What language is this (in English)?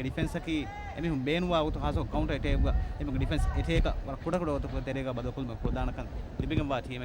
Divehi